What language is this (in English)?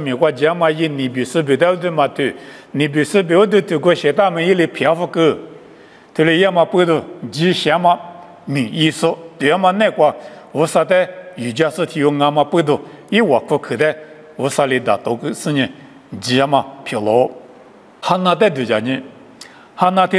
Lisu